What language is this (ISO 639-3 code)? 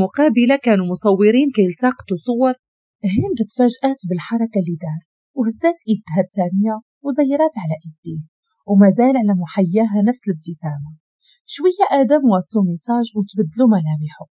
ary